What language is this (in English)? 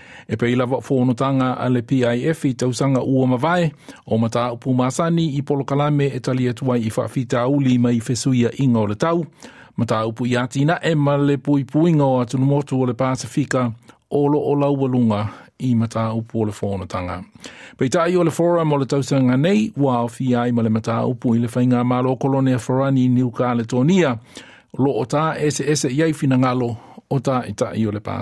Samoan